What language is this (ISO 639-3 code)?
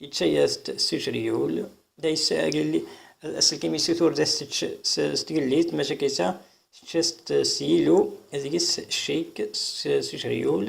kab